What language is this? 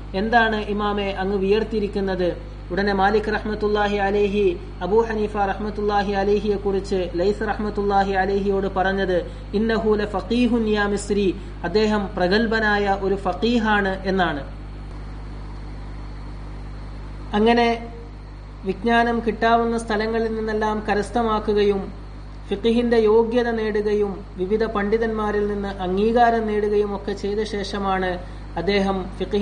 Malayalam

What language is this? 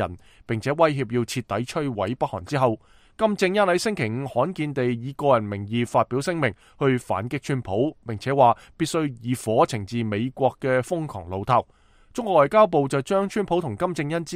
Cantonese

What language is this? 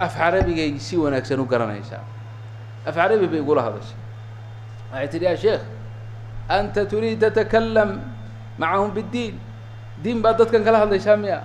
Somali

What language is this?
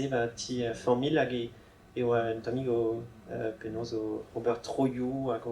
Breton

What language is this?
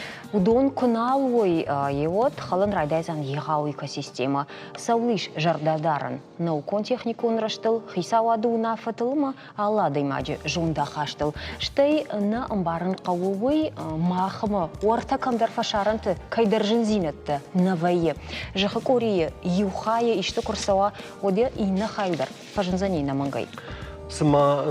Ossetic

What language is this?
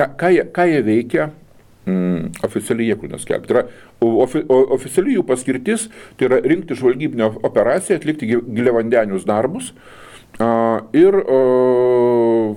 Lithuanian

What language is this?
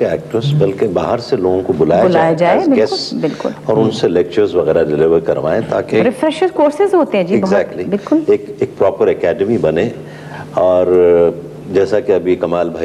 Urdu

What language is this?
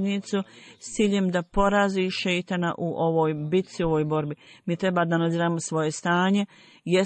Bosnian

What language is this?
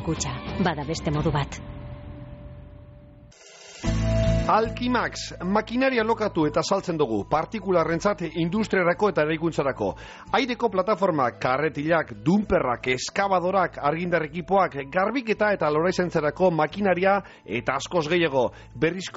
Basque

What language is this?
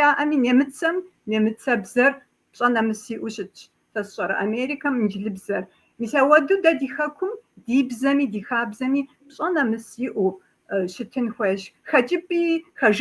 Kabardian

